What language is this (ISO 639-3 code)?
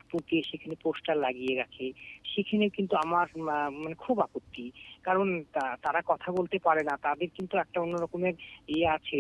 ben